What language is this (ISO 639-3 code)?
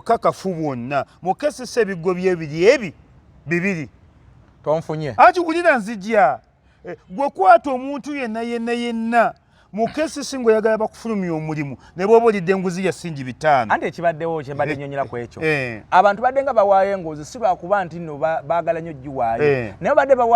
lug